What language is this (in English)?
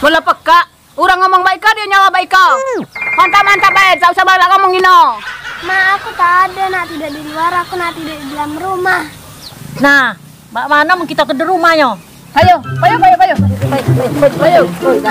Musi